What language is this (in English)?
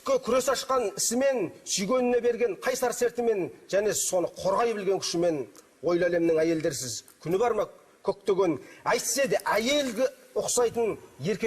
Kazakh